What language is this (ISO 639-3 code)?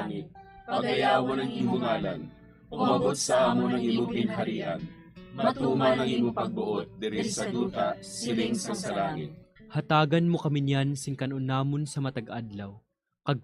hil